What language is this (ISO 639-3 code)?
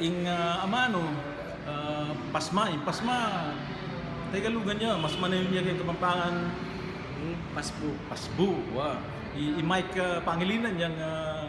pam